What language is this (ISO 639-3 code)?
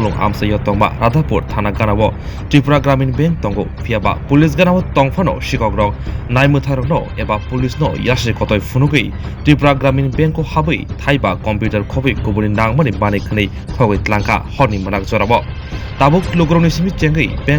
trp